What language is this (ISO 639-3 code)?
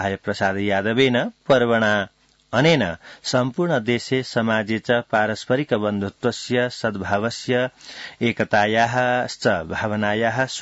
san